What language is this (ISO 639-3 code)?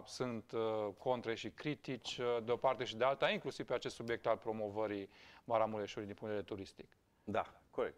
ron